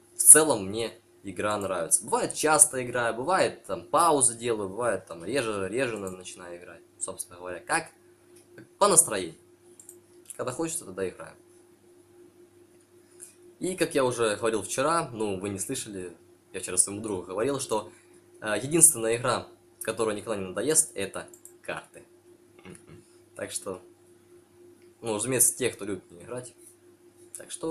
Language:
Russian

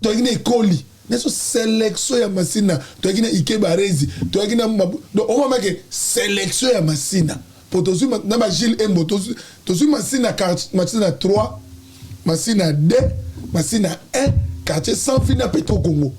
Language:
Lingala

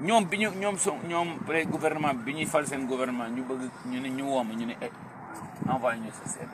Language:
Wolof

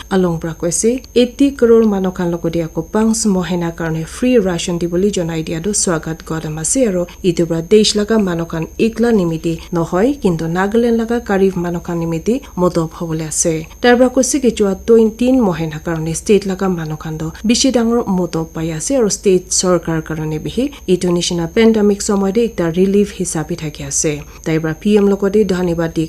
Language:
Naga Pidgin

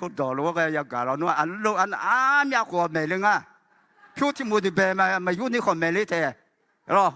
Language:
Akha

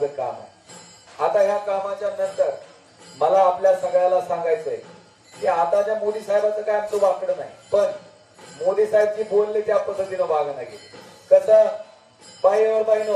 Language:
Marathi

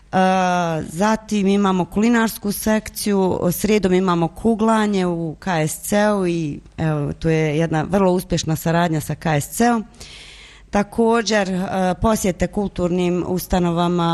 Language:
Bosnian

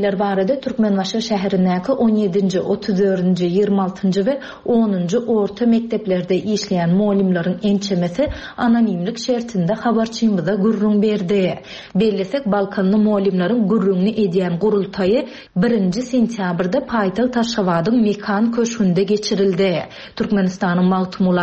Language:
Turkmen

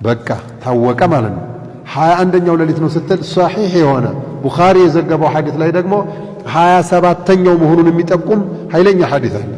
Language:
Amharic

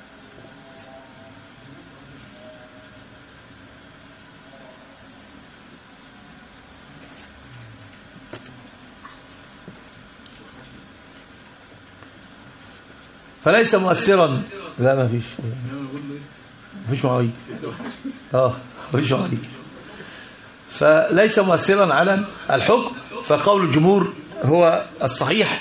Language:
Arabic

